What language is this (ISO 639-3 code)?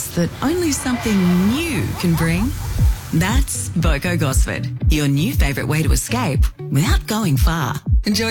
eng